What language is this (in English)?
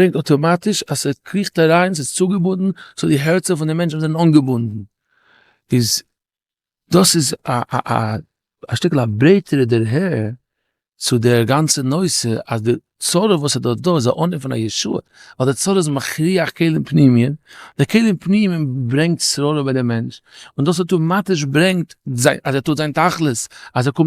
Yiddish